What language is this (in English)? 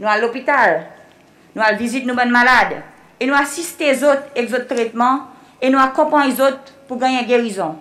Seselwa Creole French